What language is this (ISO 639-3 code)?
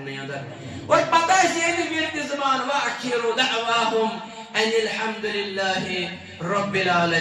kas